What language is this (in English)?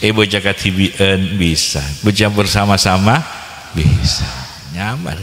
Madurese